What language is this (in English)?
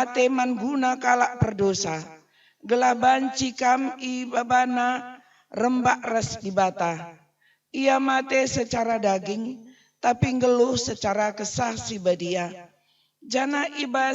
Batak Karo